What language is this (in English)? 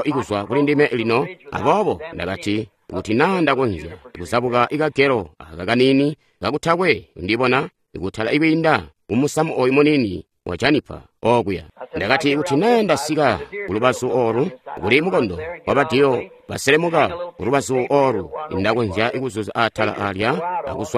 Tonga (Zambia)